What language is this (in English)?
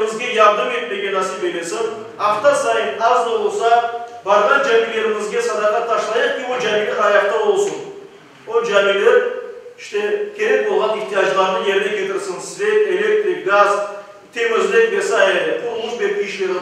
Crimean Tatar